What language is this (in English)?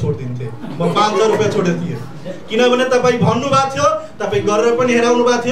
Nepali